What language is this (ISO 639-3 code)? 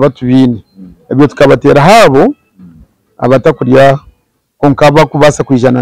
nyn